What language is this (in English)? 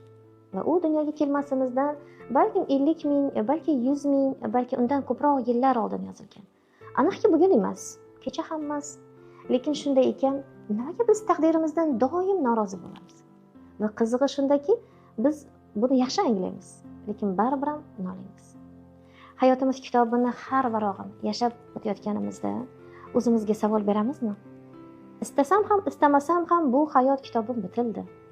Uzbek